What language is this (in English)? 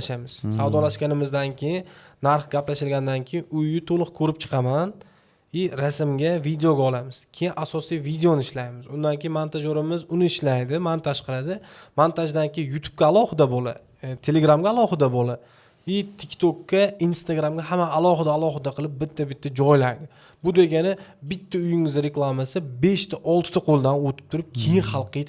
Uzbek